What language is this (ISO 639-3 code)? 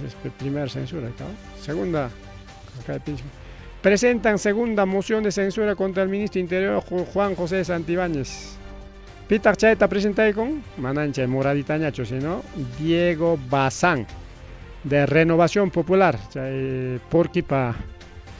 quy